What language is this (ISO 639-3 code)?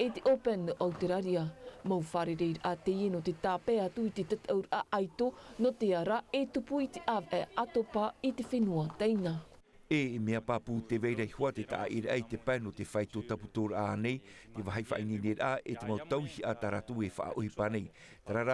tah